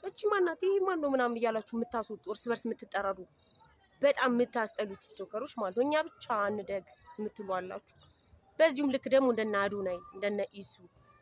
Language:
Amharic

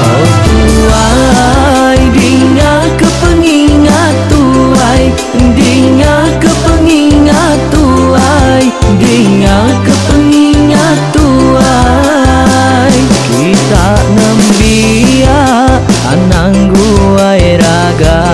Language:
Iban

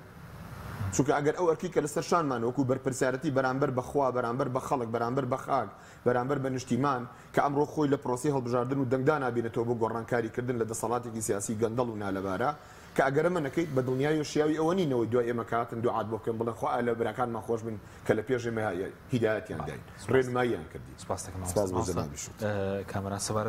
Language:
Central Kurdish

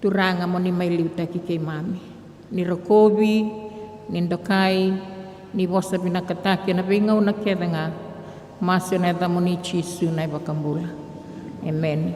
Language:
Fijian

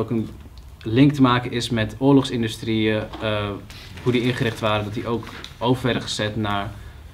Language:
Dutch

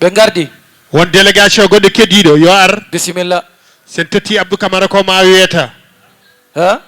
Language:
Fula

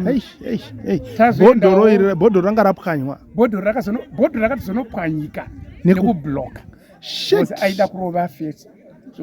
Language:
Shona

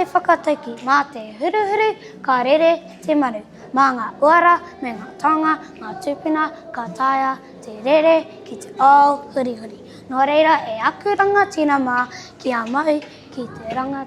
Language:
Māori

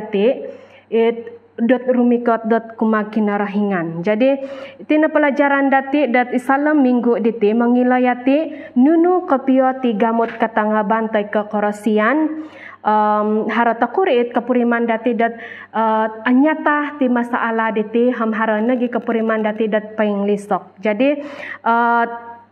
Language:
Central Dusun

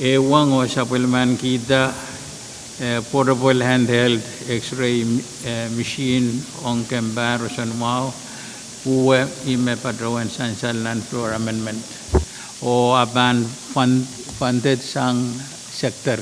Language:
Pohnpeian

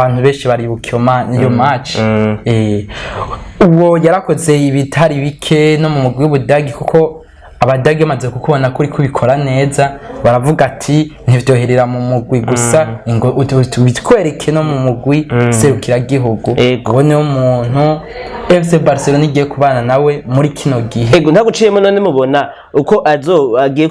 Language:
Rundi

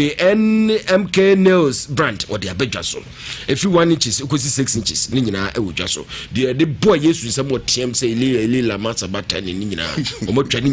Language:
Akan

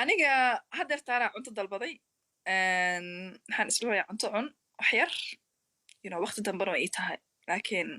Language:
Somali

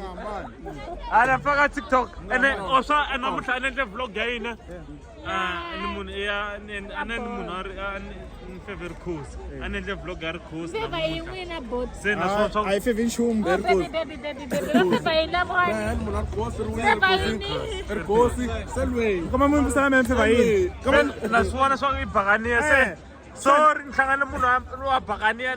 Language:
Tsonga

